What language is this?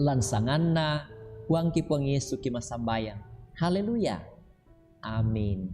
Toraja-Sa'dan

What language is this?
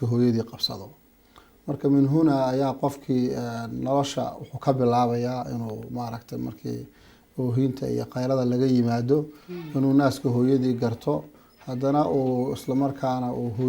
Somali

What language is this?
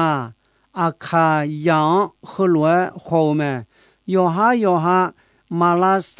Akha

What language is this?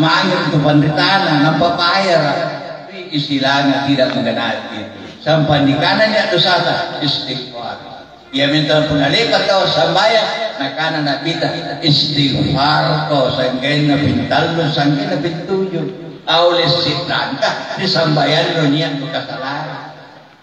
Makasar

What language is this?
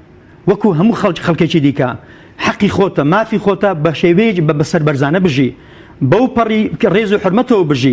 Central Kurdish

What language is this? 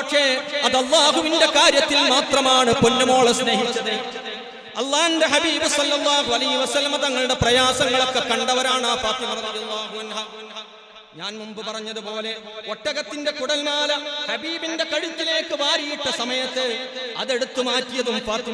Malayalam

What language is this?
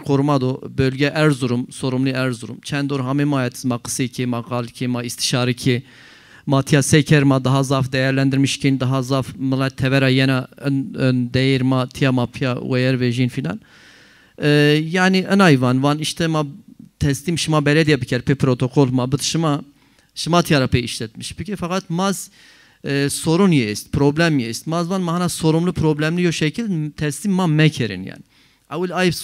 Zaza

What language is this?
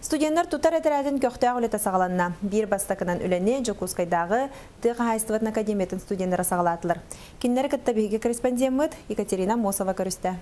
Yakut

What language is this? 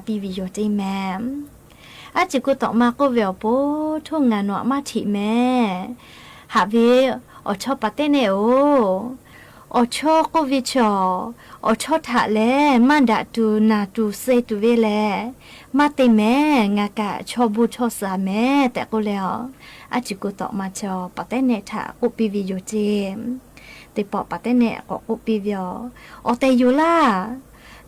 Lahu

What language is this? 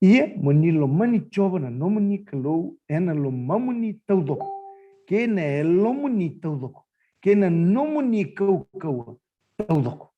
Fijian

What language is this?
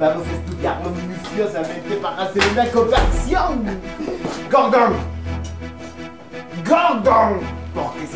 Spanish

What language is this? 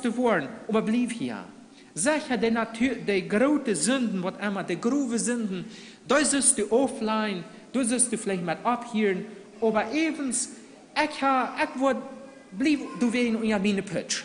Plautdietsch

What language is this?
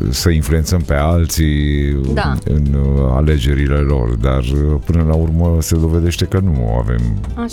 Romanian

